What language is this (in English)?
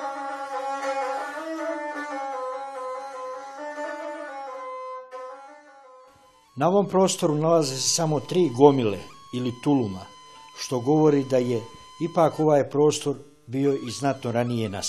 Bosnian